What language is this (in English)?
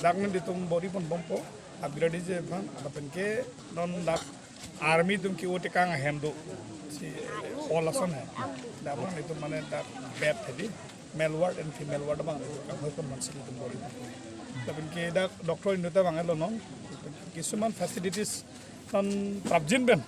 Karbi